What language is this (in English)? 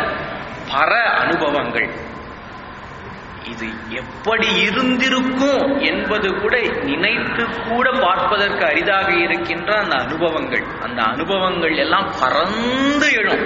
Tamil